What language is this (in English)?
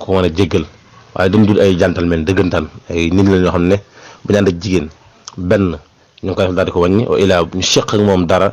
Wolof